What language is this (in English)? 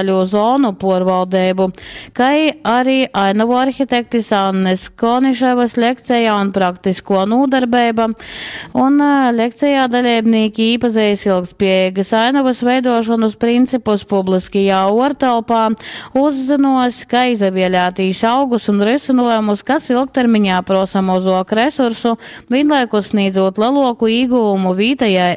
Latgalian